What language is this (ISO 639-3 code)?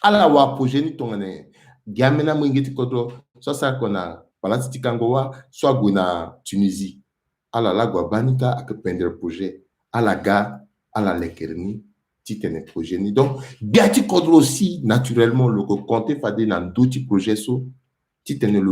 sag